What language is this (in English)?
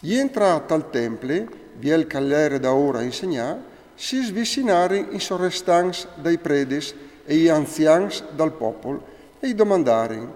Friulian